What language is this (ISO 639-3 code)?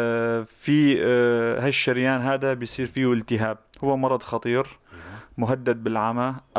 apc